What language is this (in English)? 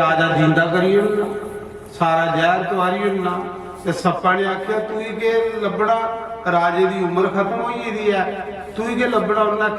Dogri